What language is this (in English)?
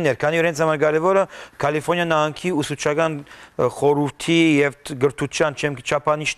Western Armenian